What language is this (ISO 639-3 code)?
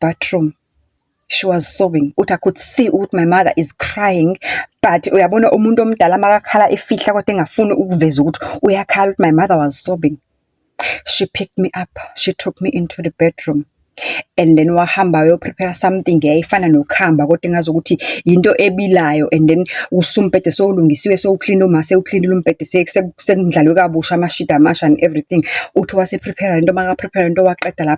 zul